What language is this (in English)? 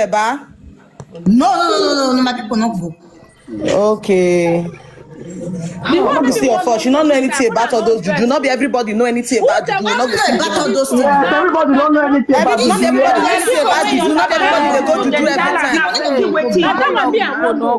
Nigerian Pidgin